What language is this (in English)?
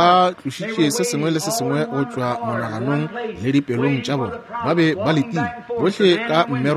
Northern Sotho